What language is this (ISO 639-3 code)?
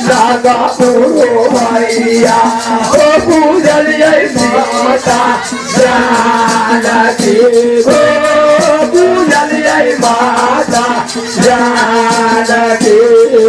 mai